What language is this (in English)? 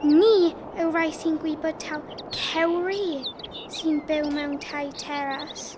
Welsh